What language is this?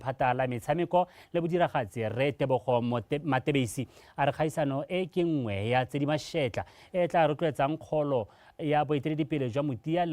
Tswana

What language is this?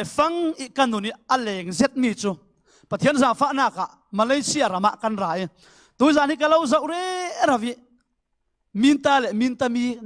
Falam Chin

